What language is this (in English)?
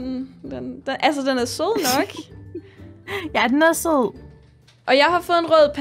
Danish